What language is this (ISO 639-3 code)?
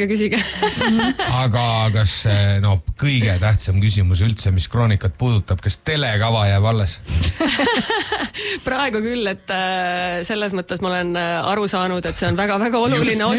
est